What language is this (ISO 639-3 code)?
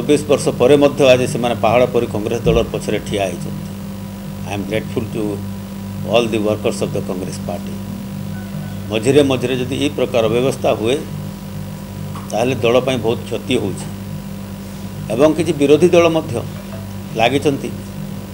ori